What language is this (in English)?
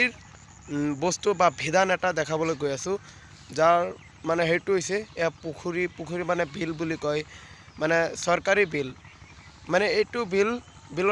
Assamese